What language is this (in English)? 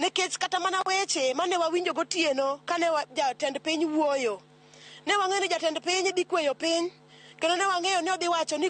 Luo (Kenya and Tanzania)